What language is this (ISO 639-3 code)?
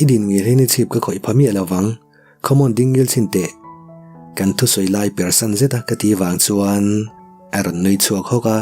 lus